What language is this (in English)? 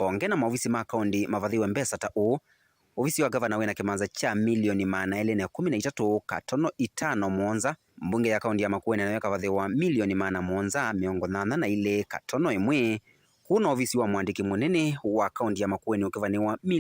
Kamba